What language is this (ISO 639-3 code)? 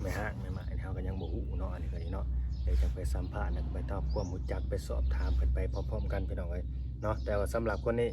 lao